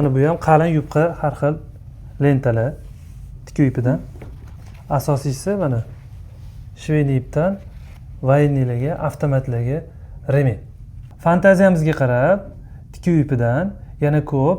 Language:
Uzbek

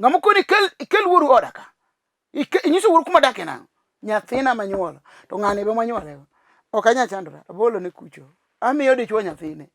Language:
Luo (Kenya and Tanzania)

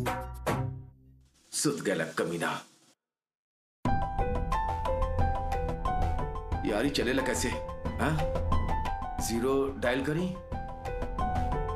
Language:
Bhojpuri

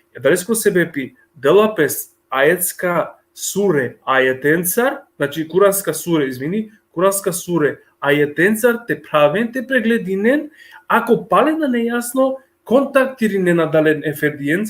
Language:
Balkan Romani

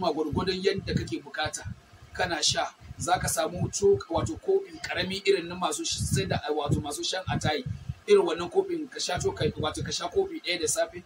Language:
Hausa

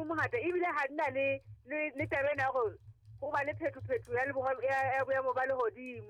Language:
Southern Sotho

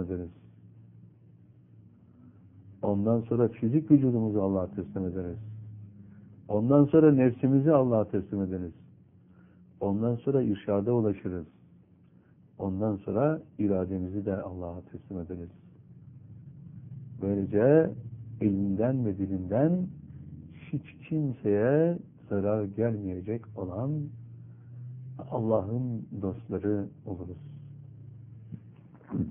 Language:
Turkish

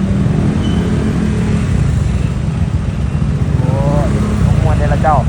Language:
Lao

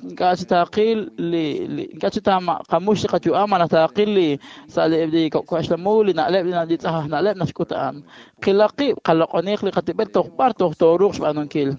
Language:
Kekchí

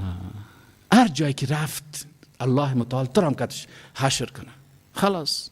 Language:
Persian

